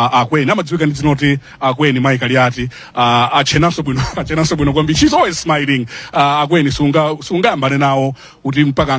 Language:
Nyanja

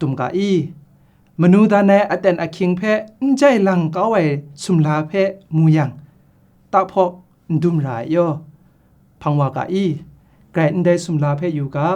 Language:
Kachin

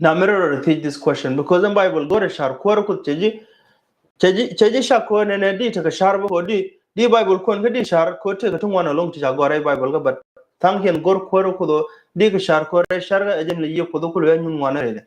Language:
Nuer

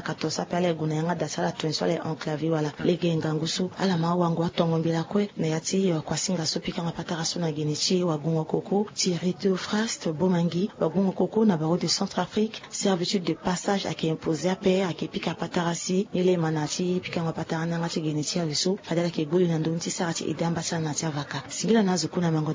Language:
Sango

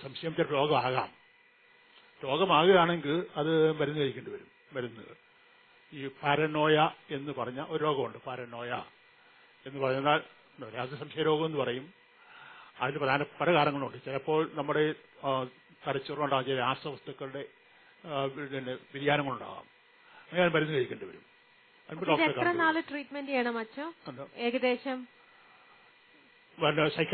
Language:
Malayalam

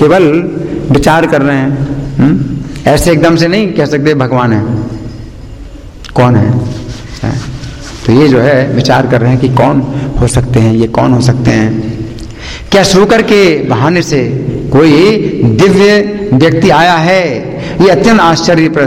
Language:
Hindi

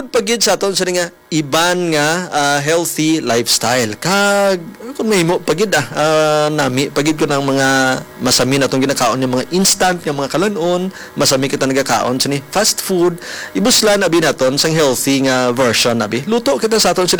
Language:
Hiligaynon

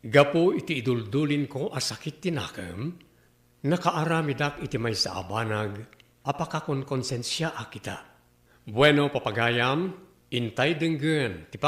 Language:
Iloko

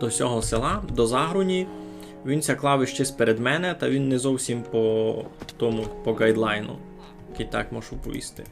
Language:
Rusyn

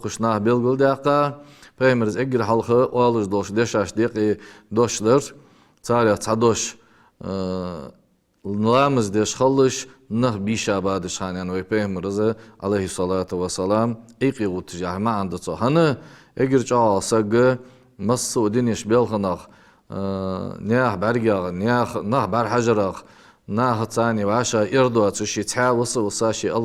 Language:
Ingush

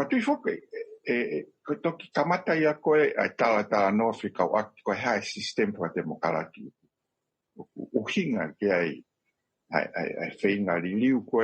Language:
Tongan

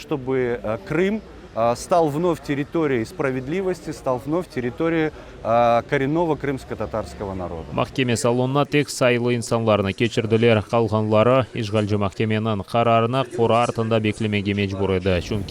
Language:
Crimean Tatar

